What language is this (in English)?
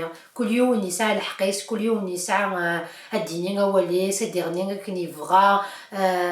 Kabyle